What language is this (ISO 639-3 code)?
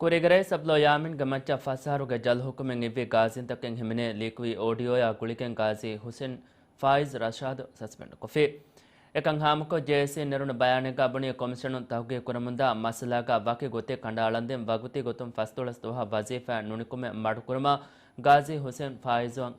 div